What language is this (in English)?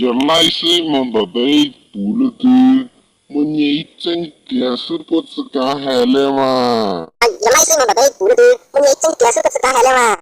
Hmong